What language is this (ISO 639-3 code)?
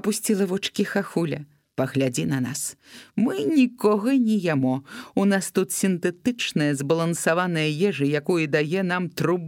bel